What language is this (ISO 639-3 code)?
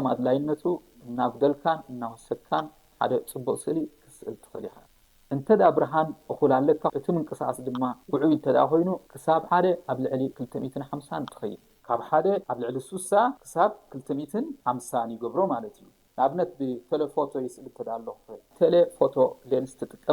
tir